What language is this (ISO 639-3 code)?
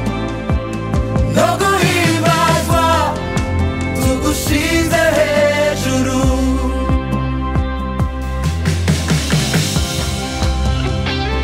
run